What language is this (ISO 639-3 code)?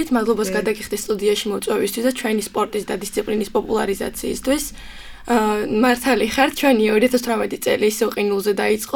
kat